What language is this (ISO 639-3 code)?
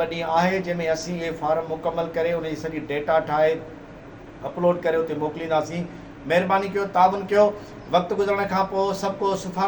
snd